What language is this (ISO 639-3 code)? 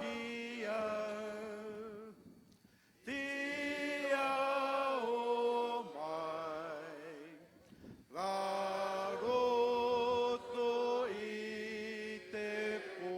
mri